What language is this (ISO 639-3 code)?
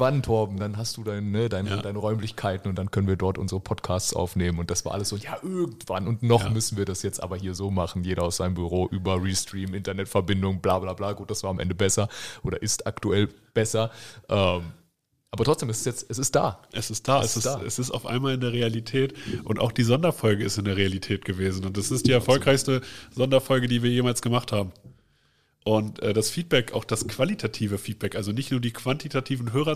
deu